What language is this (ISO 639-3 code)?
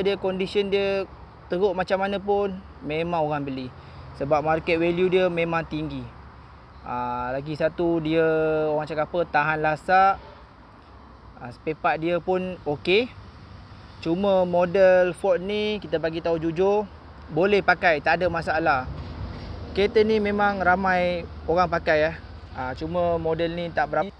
msa